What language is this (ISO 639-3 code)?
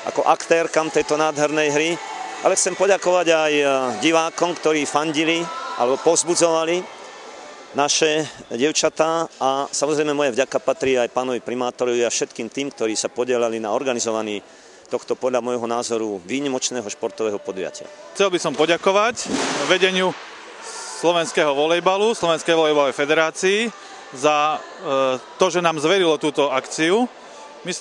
slk